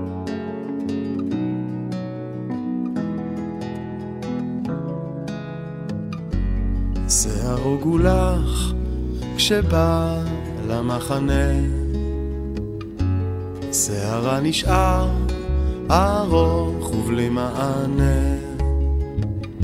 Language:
Hebrew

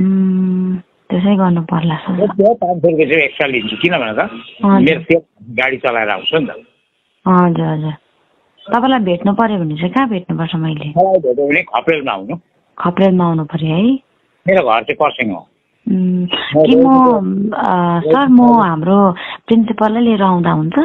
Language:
Nepali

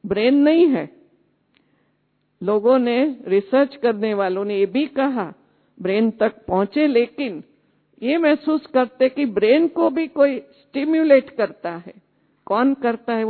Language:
Hindi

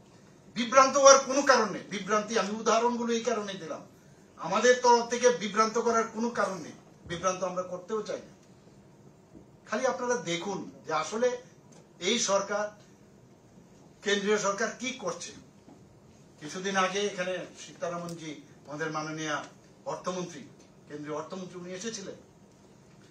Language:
Bangla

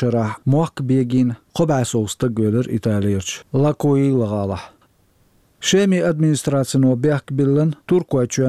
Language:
Chechen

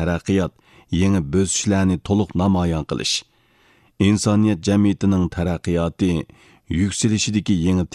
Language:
Uyghur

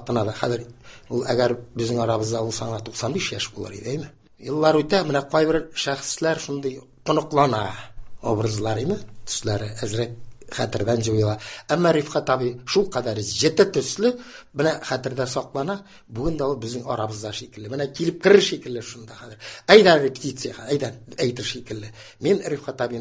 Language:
Tatar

